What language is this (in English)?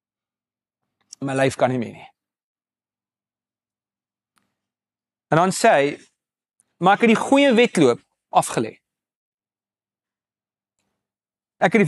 Afrikaans